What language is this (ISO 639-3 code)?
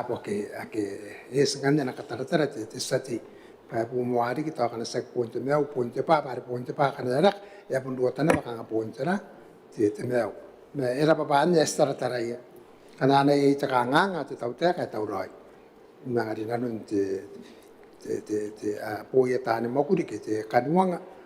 gil